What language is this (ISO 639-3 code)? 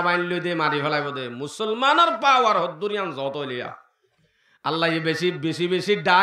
rhg